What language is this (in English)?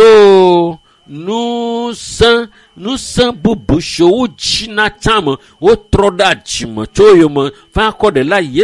Ewe